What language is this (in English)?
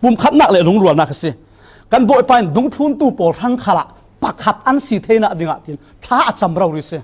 Falam Chin